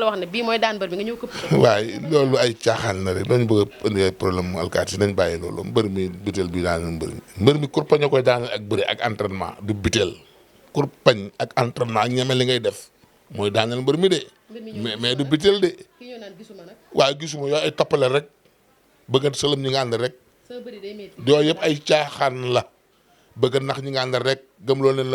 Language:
Wolof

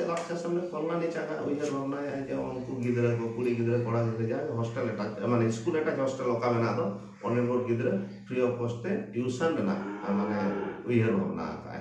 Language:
Santali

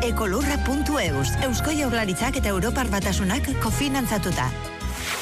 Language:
Basque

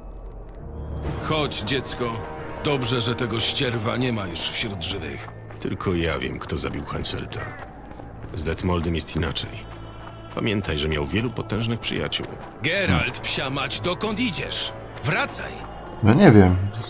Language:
Polish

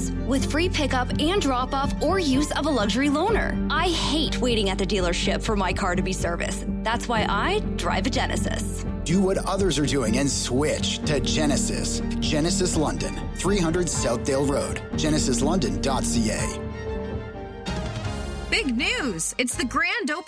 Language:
English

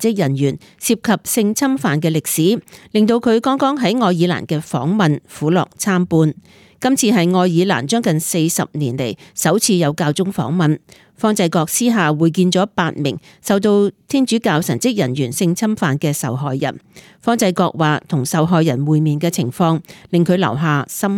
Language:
Cantonese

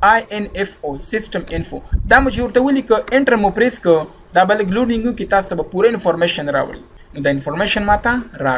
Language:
Pashto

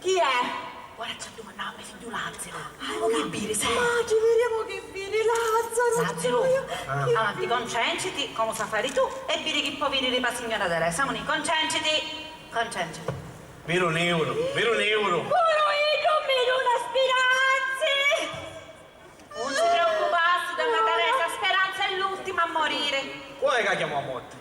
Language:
Sicilian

